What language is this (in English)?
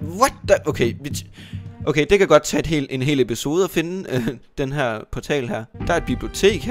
Danish